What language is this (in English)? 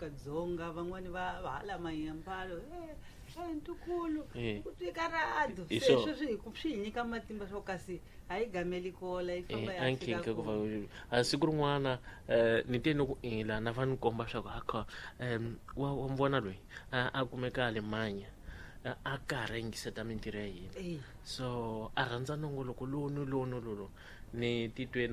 Tsonga